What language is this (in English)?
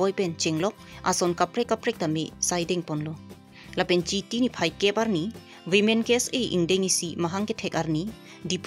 Karbi